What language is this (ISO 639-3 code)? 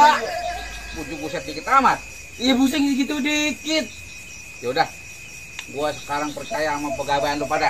bew